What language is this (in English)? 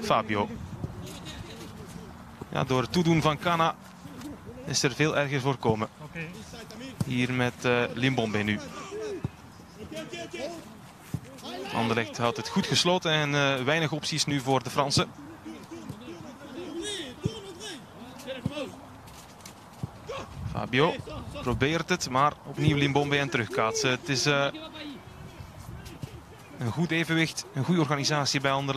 Dutch